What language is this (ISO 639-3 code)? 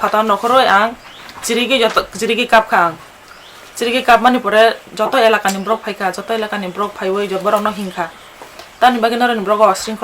trp